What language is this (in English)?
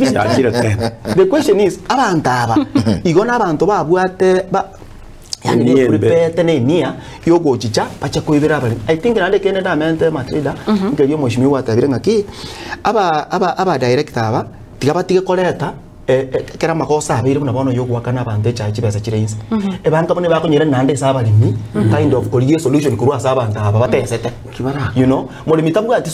Gusii